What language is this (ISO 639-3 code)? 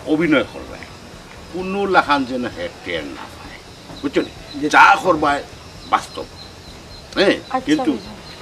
syl